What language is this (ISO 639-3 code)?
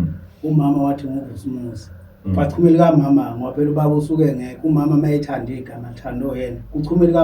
zul